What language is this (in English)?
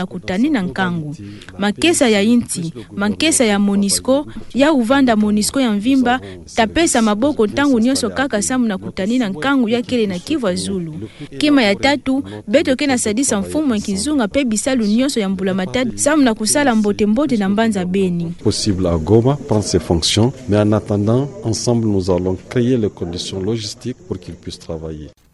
Kituba (Democratic Republic of Congo)